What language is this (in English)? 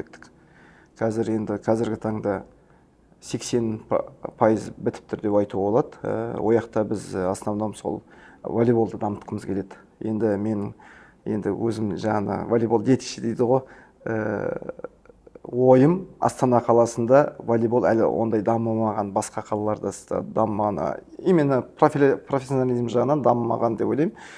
Kazakh